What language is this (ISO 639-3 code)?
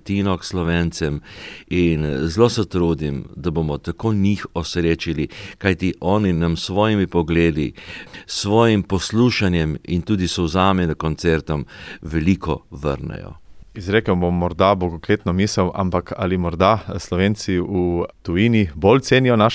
slv